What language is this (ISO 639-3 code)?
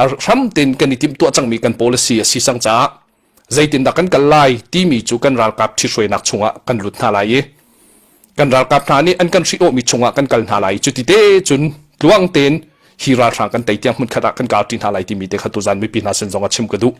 cnh